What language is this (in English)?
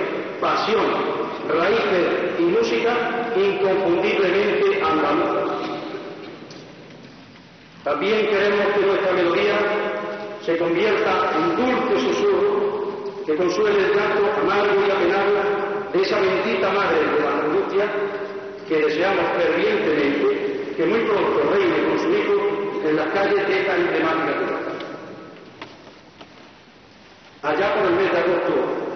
Spanish